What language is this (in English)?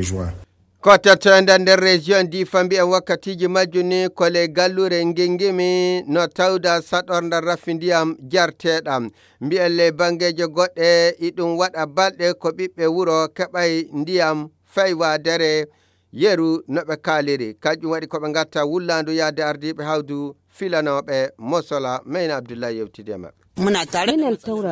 Fula